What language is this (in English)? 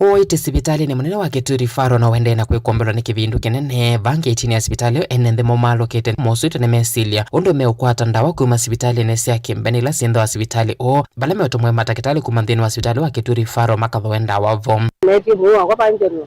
Kamba